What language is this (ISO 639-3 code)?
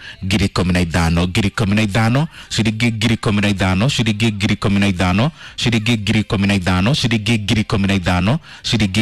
kik